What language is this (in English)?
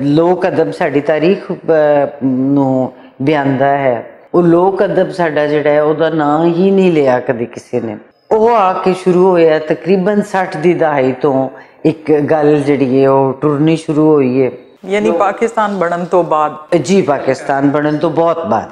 Western Panjabi